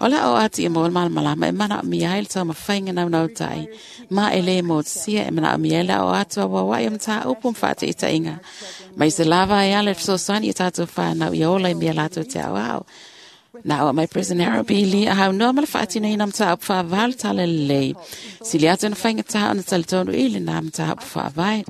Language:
Samoan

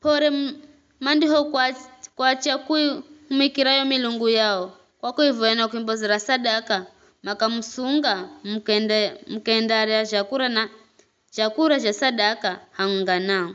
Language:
Giryama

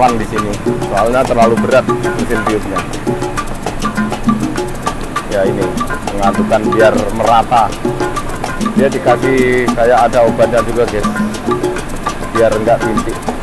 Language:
Indonesian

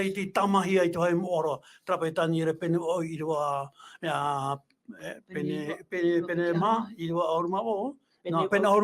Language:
Tahitian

